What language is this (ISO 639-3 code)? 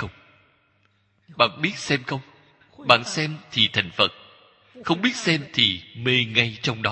vie